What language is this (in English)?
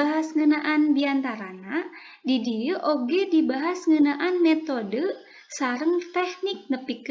Sundanese